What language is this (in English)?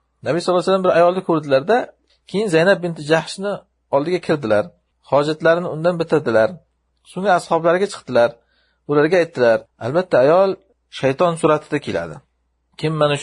Uzbek